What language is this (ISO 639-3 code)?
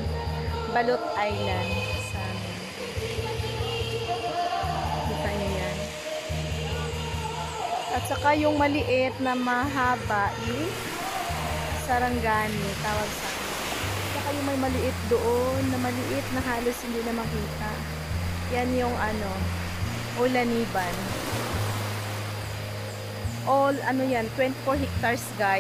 fil